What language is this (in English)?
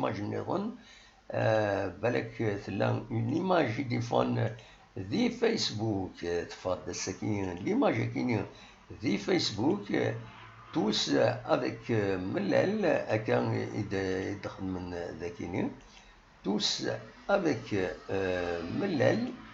Kabyle